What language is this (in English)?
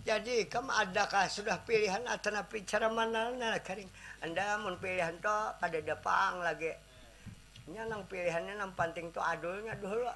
Banjar